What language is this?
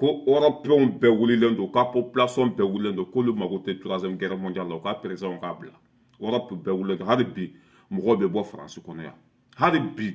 Bambara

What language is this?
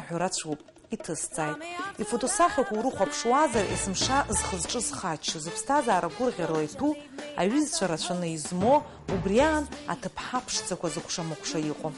Abkhazian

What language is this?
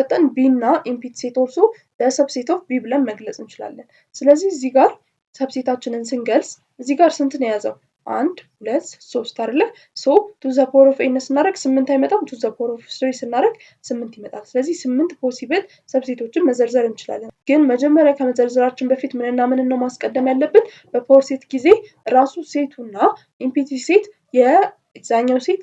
Amharic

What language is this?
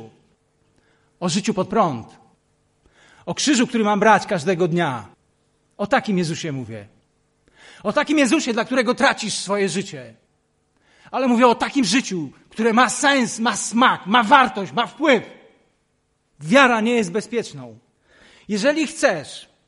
Polish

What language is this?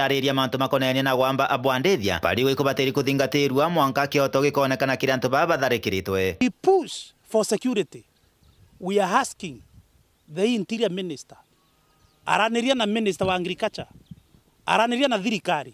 Meru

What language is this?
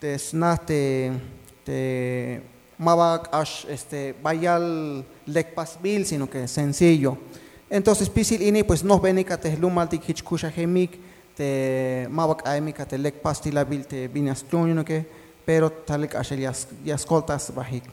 Tzeltal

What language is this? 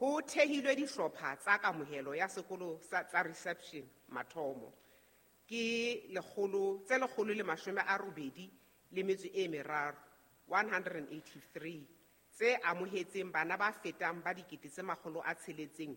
Southern Sotho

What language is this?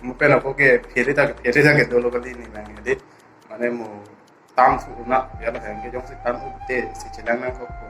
Karbi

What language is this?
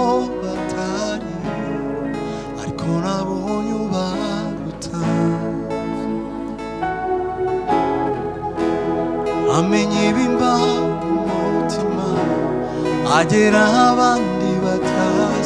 Kinyarwanda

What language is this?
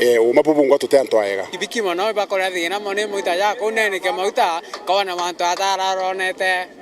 Meru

